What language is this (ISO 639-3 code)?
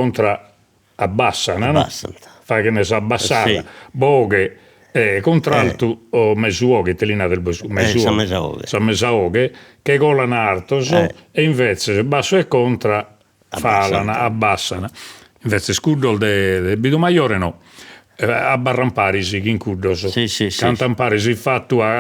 srd